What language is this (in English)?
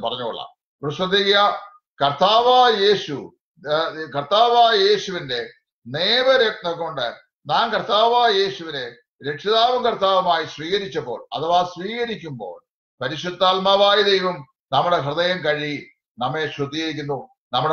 Malayalam